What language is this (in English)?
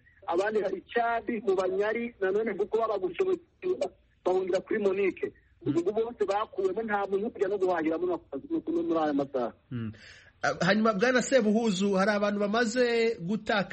Kinyarwanda